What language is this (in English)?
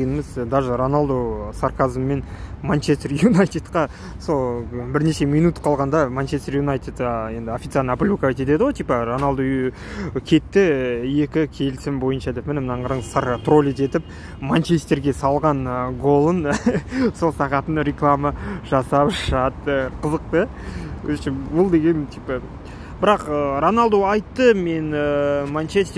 Kazakh